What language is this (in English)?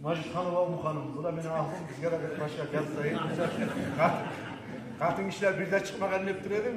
Kumyk